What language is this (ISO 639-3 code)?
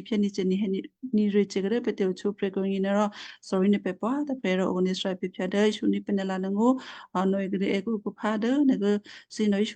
kyu